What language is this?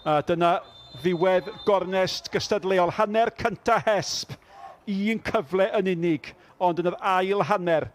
Welsh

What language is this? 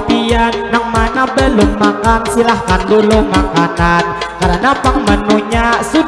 Banjar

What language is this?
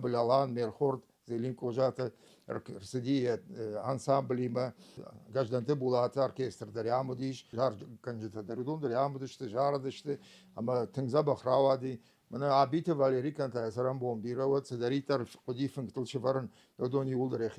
Ossetic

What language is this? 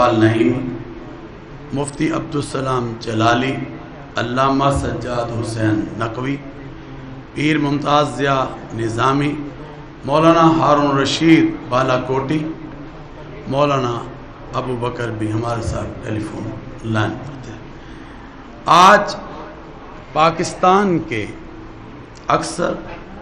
Urdu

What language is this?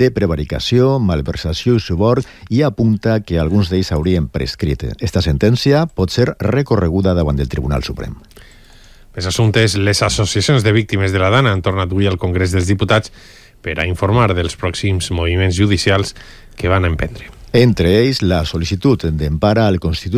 Catalan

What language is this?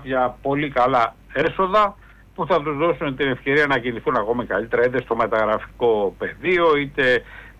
Greek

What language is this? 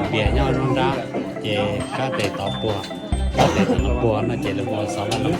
Hmong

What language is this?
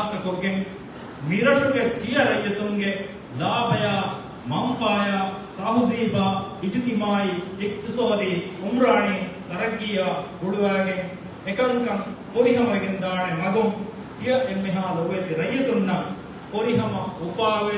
Divehi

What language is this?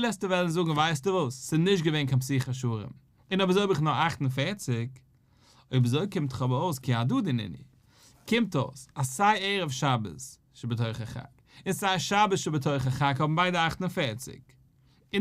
Yiddish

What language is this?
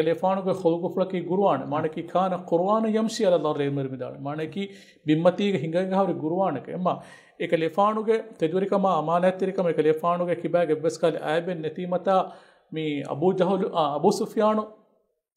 Divehi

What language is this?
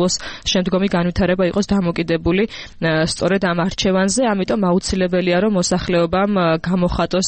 Georgian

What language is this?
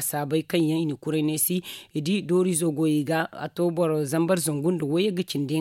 Zarma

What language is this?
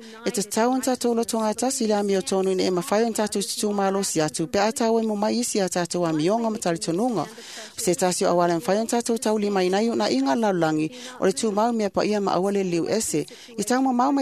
Samoan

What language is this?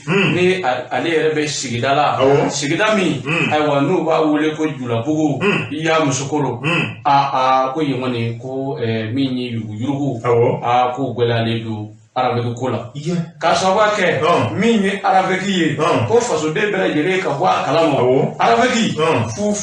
Bambara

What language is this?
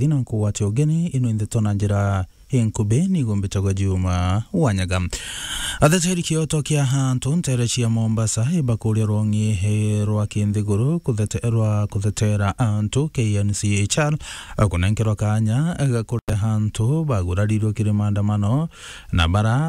Meru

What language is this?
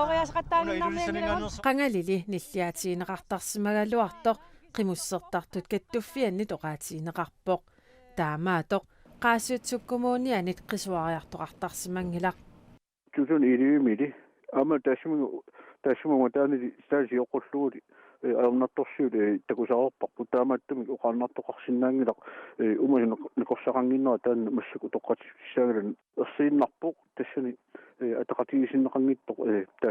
Kalaallisut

